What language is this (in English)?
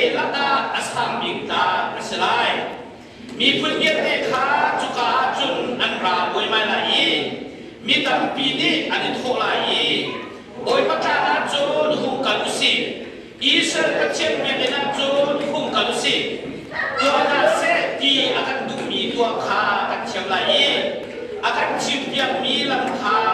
Hakha Chin